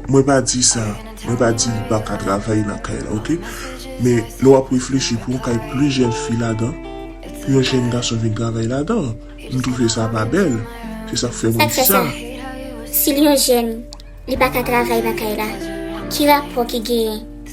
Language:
Haitian Creole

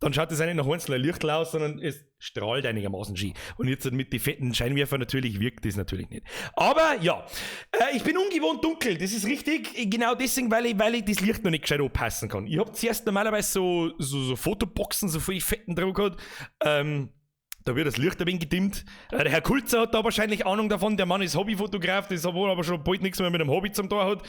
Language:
Bavarian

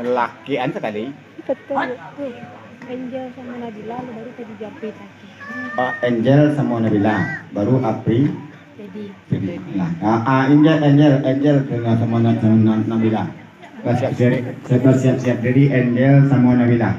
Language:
Minangkabau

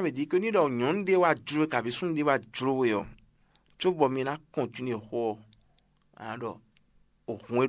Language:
Fon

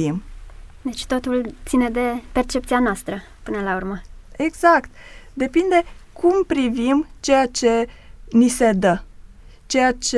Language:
Romanian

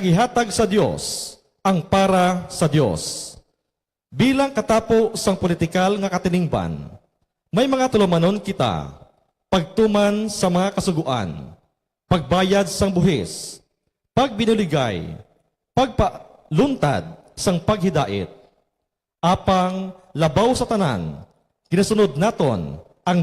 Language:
Hiligaynon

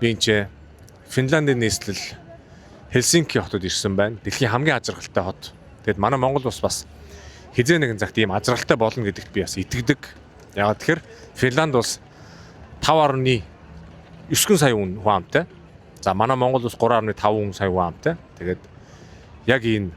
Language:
Mongolian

